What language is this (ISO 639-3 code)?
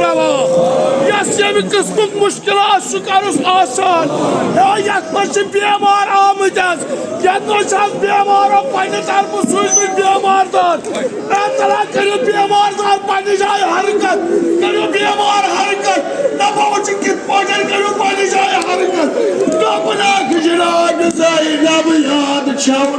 kas